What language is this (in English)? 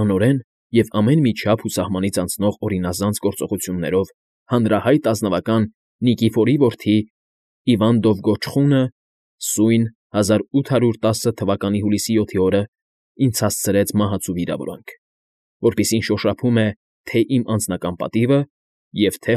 Armenian